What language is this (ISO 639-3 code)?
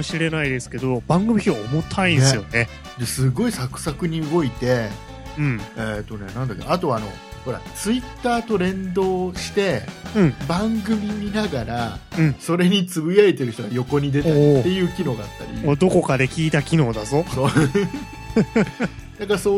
jpn